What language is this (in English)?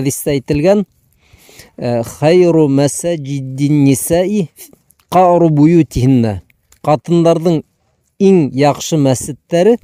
Bashkir